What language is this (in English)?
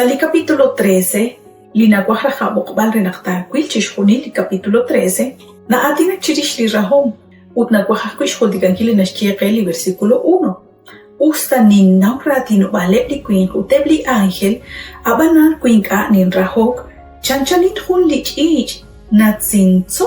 Kekchí